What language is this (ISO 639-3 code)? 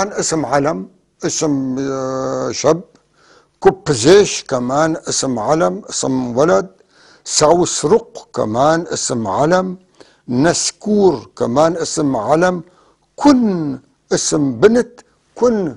apc